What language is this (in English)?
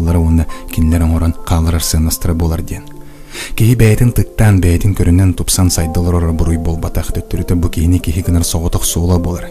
Yakut